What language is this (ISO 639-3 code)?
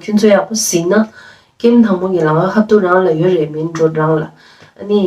bod